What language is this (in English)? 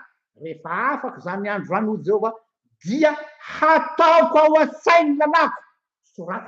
Malagasy